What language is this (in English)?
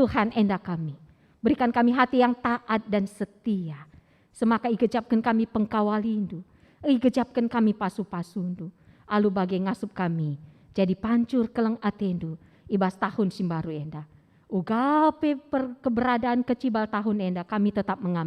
Batak Karo